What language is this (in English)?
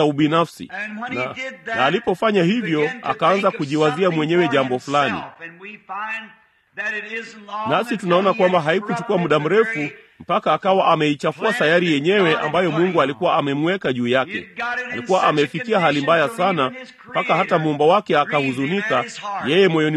Swahili